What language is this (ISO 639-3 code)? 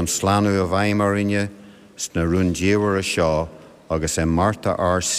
gle